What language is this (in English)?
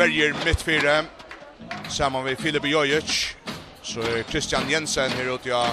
Faroese